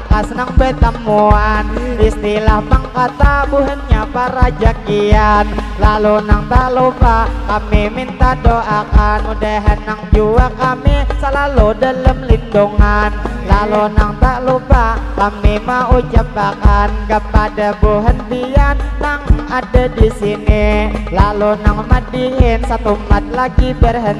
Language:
Banjar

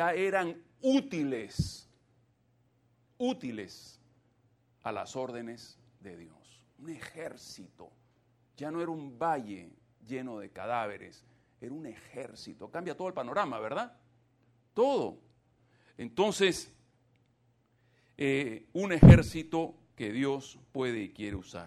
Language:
Spanish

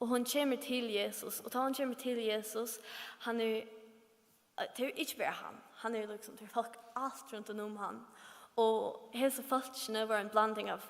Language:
Faroese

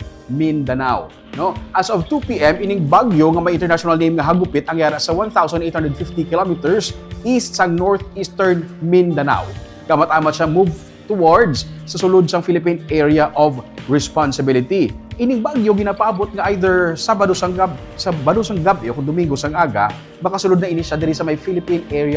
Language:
Hiligaynon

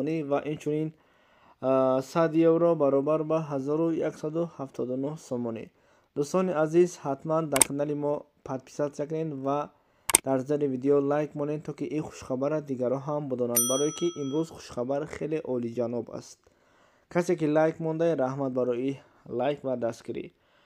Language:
Tajik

